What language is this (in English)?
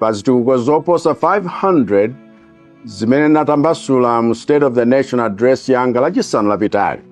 Nyanja